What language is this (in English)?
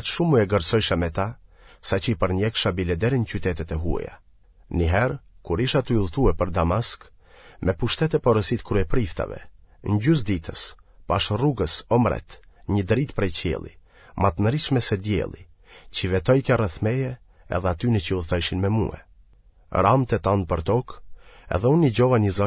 Albanian